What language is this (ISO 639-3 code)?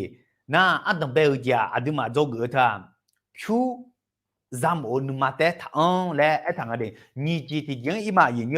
ahk